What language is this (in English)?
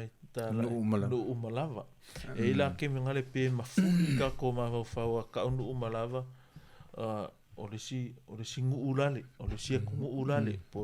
Samoan